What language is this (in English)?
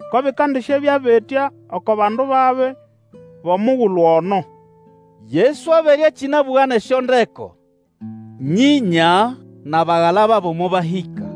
Nande